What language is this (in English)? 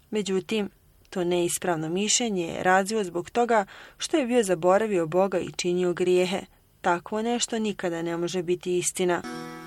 Bosnian